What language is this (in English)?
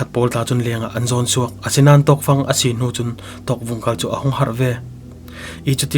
Falam Chin